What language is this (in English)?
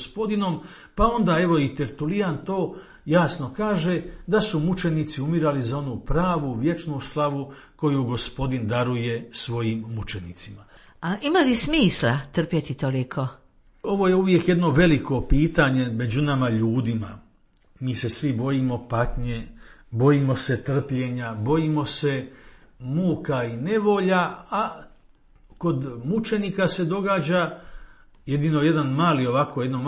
Croatian